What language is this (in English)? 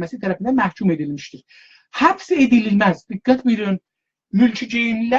South Azerbaijani